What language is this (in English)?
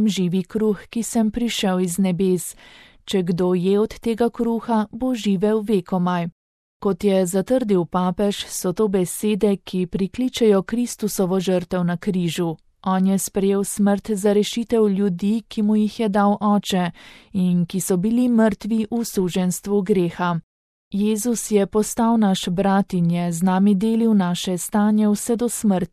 Slovenian